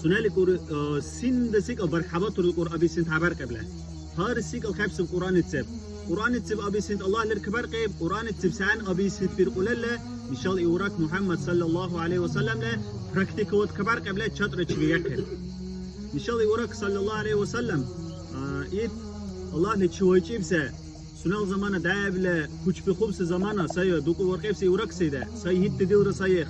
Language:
Dargwa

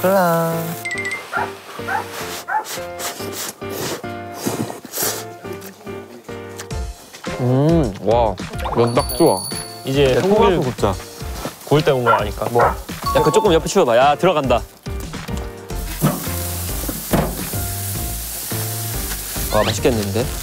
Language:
Korean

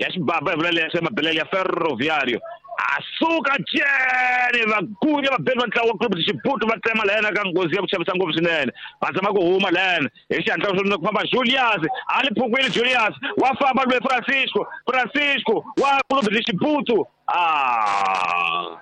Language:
Tsonga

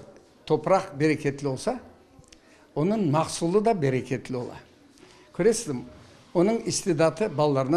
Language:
Crimean Tatar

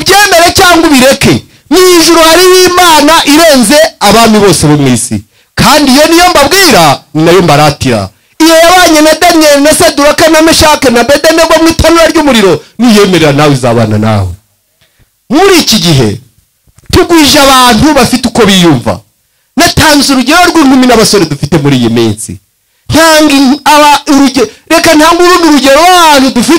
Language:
Kinyarwanda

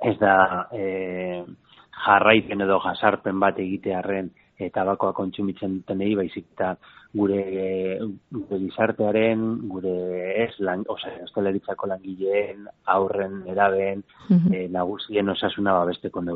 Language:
Basque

